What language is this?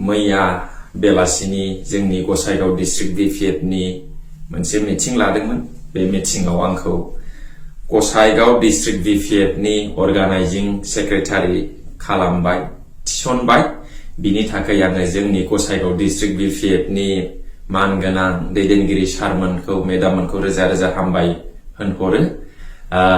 Bodo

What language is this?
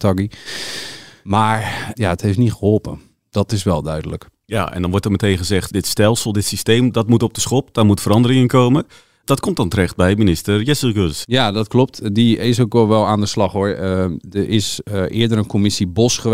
Dutch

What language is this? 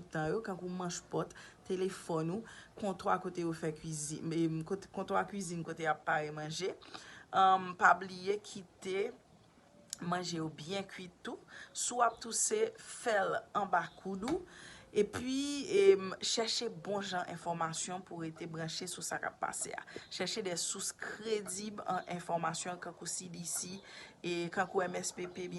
Haitian Creole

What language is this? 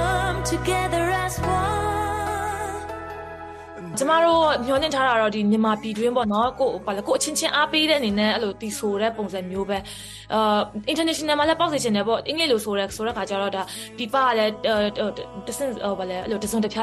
Burmese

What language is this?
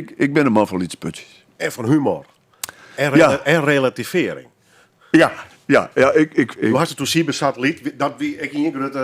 Western Frisian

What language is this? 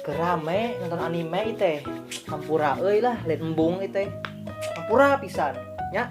Sundanese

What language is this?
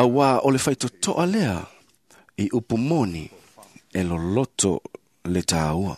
Samoan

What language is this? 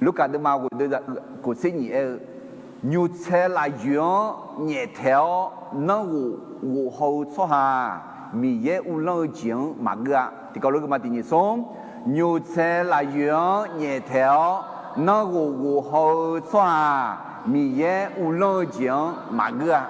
Akha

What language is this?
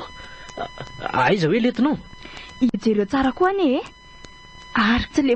Malagasy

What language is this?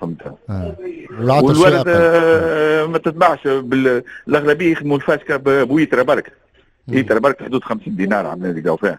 Tunisian Arabic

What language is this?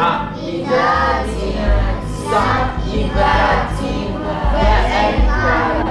Crimean Tatar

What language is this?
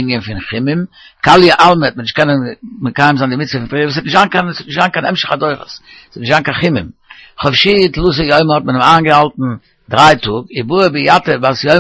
Yiddish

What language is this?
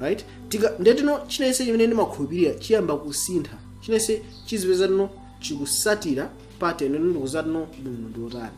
Nyanja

